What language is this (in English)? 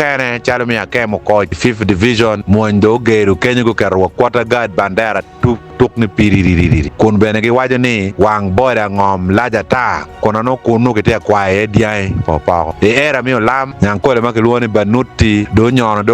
Acoli